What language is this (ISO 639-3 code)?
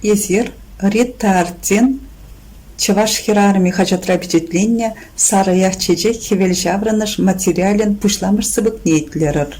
chv